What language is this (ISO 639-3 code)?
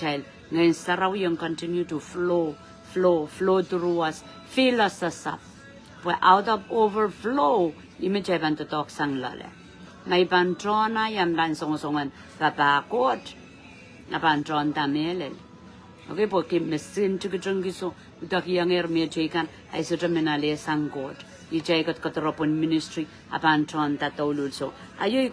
pon